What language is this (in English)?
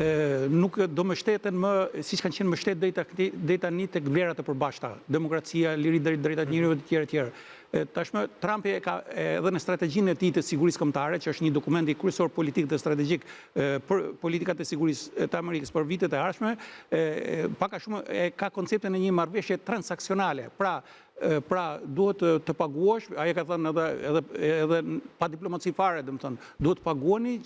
Albanian